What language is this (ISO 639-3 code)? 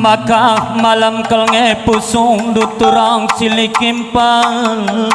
btx